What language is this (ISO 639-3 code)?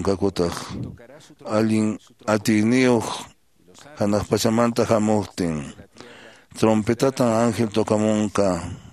que